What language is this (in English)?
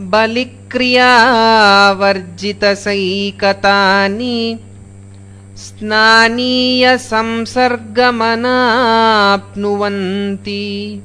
Sanskrit